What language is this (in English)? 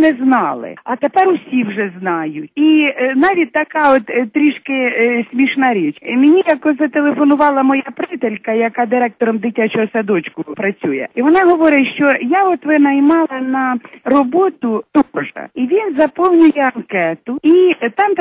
Ukrainian